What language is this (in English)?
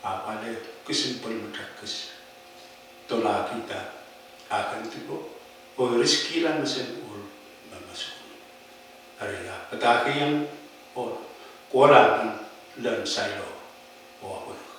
Pohnpeian